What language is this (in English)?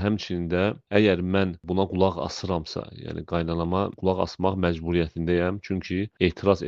Azerbaijani